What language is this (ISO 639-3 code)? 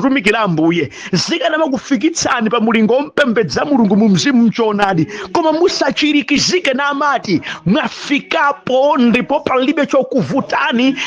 nya